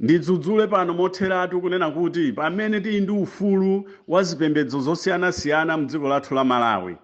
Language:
Nyanja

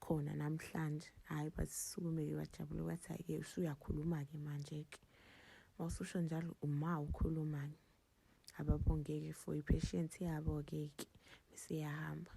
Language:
Zulu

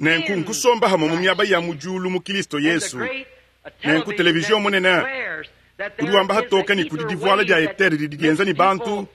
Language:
Luba-Lulua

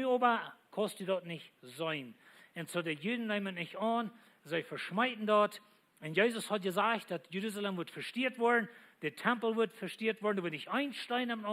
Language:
Plautdietsch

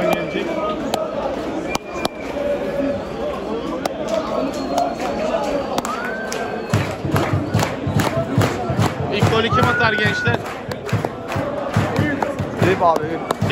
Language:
Turkish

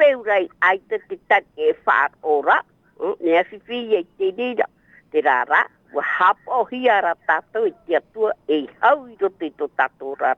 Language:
Tahitian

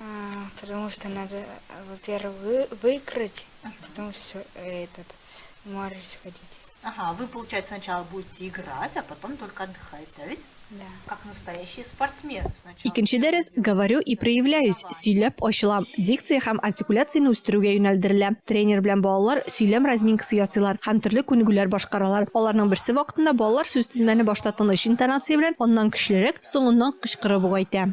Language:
Tatar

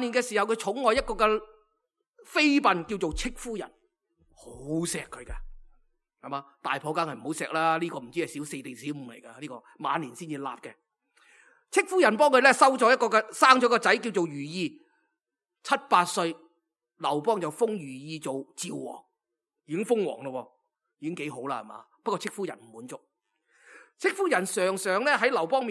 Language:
Cantonese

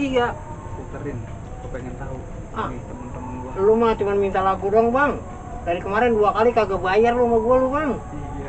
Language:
Betawi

